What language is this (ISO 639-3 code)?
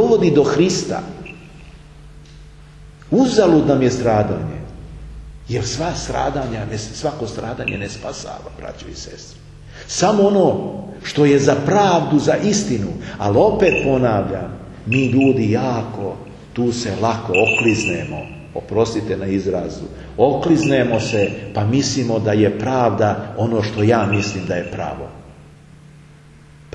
srp